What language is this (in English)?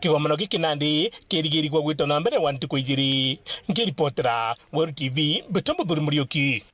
Meru